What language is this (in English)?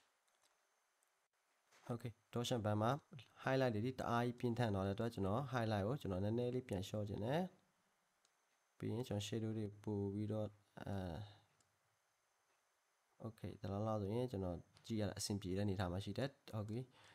Burmese